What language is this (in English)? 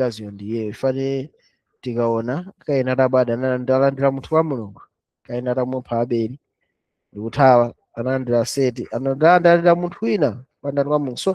Nyanja